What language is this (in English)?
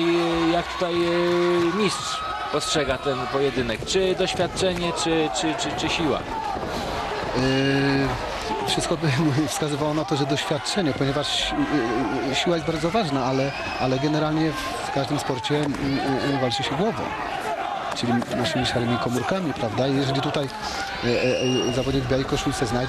Polish